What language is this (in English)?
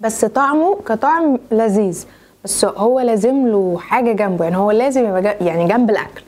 Egyptian Arabic